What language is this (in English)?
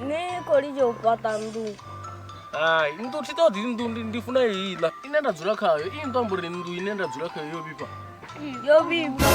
Venda